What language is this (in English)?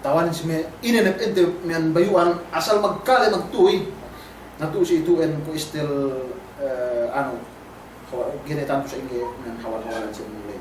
Yakan